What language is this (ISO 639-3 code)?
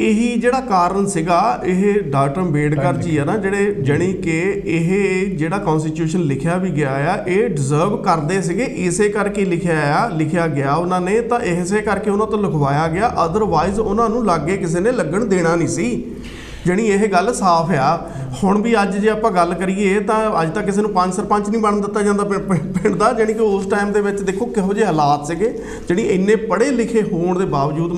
pan